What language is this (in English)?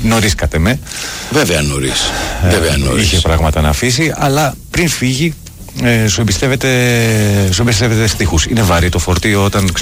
Greek